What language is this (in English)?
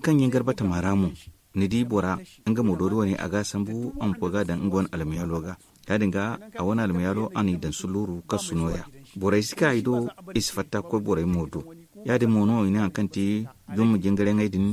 Zarma